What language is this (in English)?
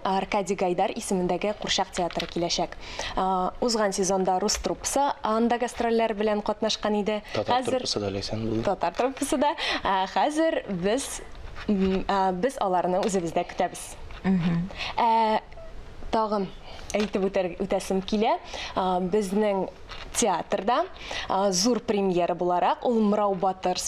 Tatar